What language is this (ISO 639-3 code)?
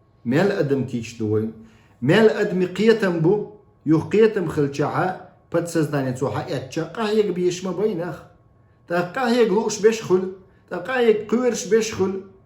che